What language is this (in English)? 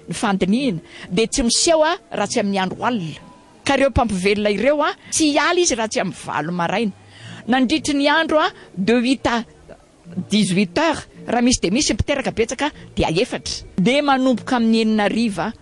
Malagasy